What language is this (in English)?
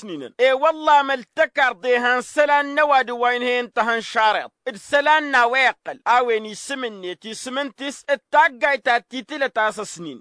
Tamasheq